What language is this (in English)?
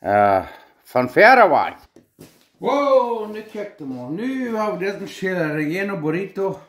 Plautdietsch